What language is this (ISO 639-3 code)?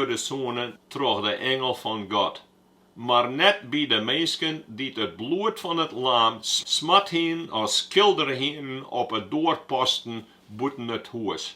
fry